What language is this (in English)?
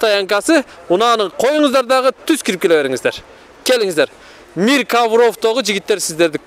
Kyrgyz